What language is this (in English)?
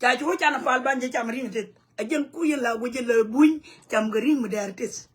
Nuer